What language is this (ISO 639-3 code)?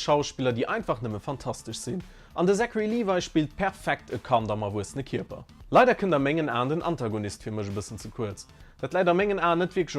ltz